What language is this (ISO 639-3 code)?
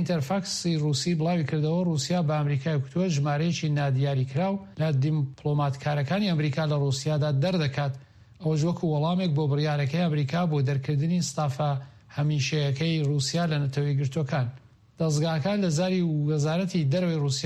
ckb